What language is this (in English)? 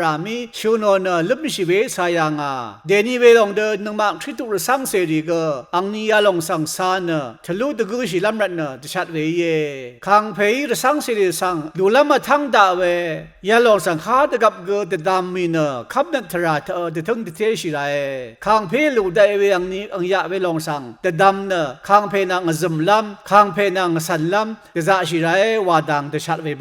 Rawang